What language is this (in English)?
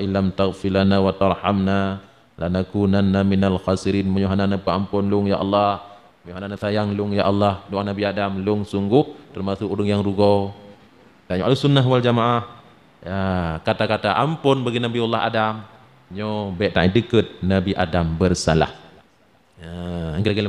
Achinese